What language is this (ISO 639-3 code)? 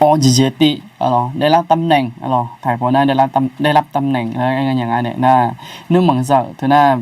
ahk